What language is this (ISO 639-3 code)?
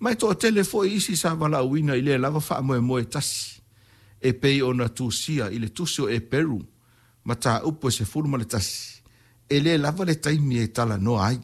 smo